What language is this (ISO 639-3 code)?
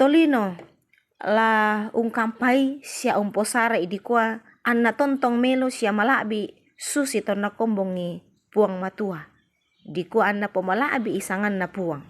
sda